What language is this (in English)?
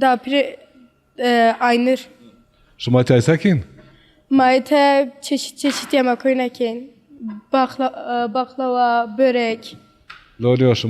Zaza